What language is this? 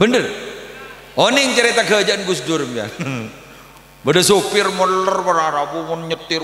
Madurese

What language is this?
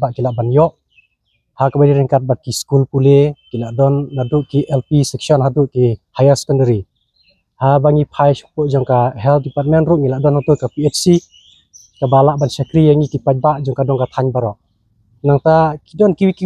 Khasi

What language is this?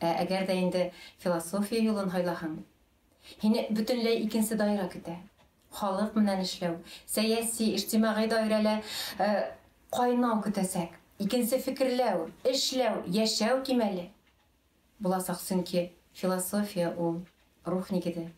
Bashkir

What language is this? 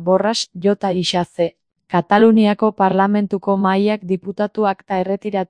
Basque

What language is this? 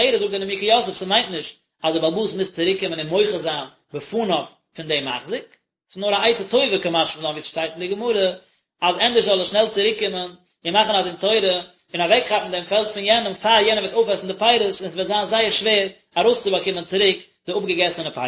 Yiddish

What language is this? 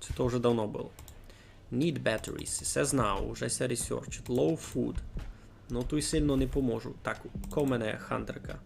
Rusyn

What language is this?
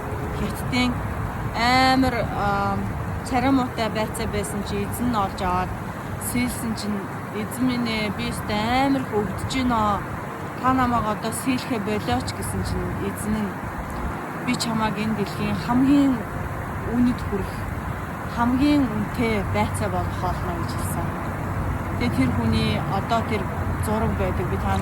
Mongolian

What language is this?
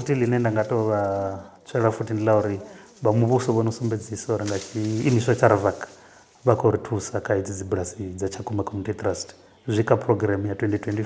Venda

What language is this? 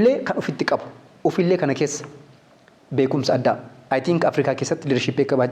Oromo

